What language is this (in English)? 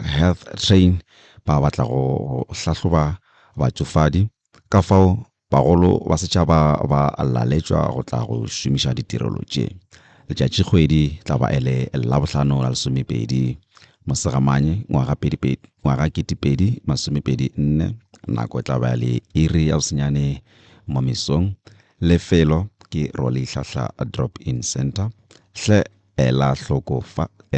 Northern Sotho